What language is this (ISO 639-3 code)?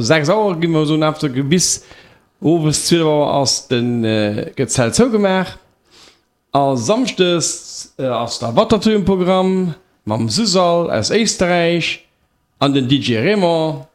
ltz